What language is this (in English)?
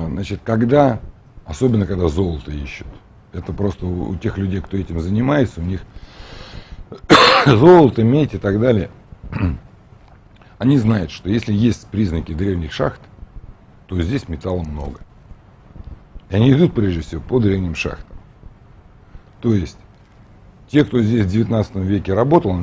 Russian